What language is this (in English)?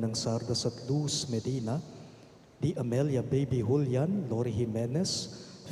Pampanga